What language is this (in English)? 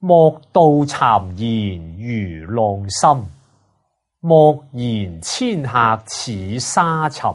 Cantonese